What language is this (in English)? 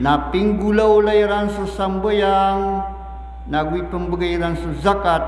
Maranao